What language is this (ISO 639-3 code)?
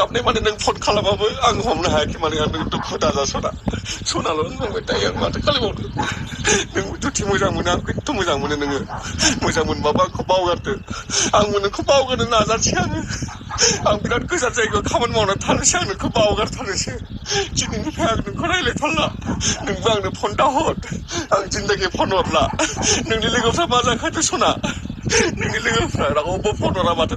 brx